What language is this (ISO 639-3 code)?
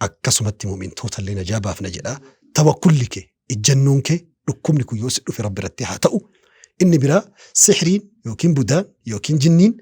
orm